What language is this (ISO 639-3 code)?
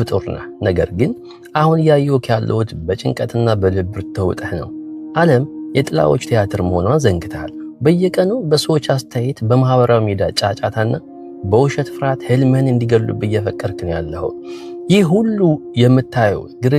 amh